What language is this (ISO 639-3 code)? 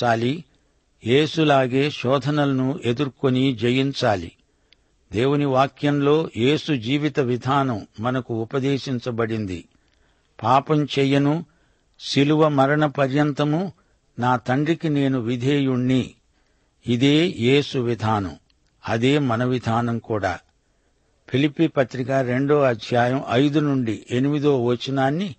tel